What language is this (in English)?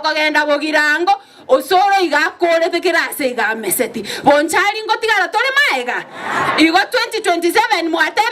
Gusii